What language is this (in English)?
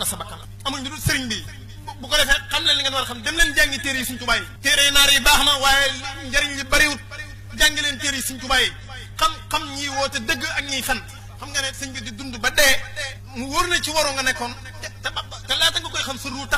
Wolof